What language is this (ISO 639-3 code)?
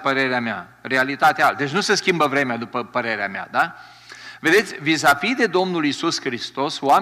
ron